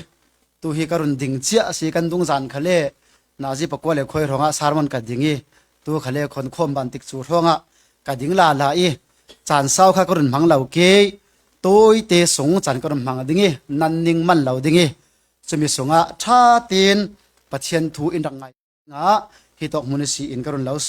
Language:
Falam Chin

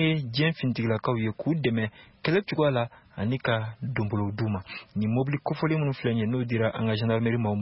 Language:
Bambara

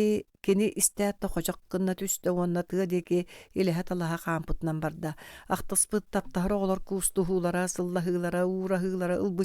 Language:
Yakut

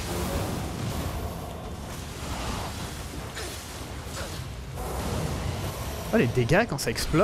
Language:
French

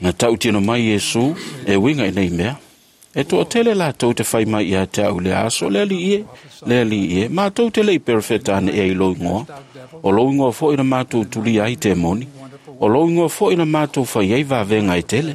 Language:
Samoan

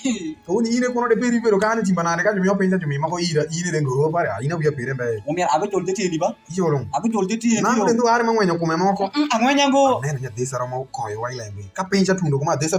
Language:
Alur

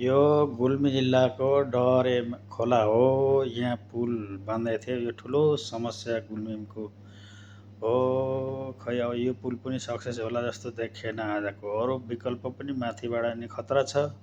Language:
Nepali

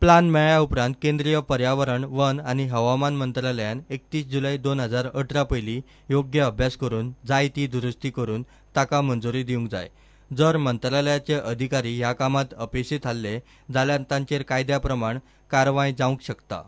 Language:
Konkani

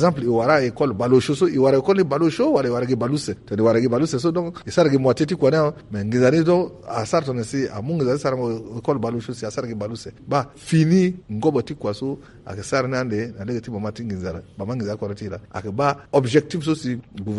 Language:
Sango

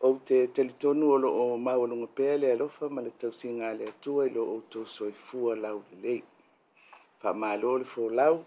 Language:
Samoan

